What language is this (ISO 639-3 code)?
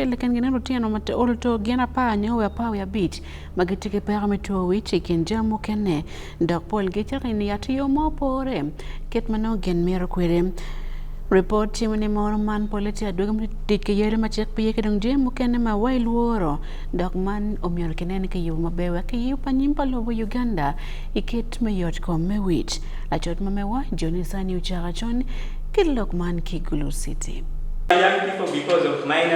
ach